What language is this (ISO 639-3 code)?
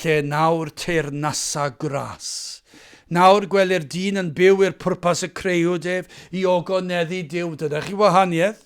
cym